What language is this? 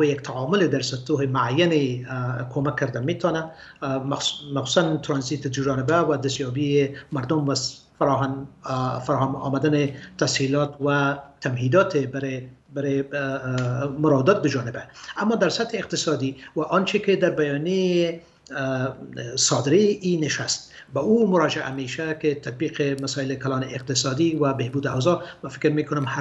Persian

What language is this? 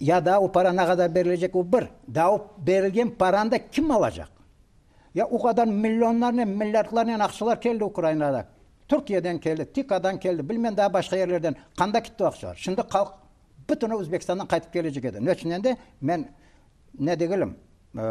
Crimean Tatar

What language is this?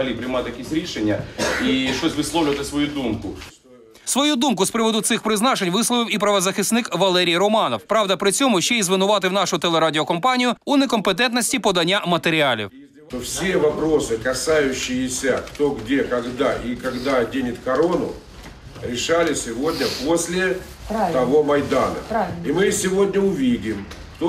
Ukrainian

